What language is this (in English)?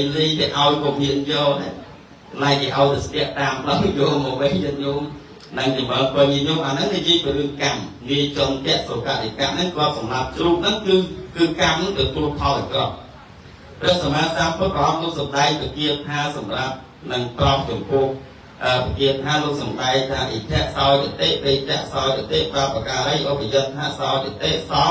Khmer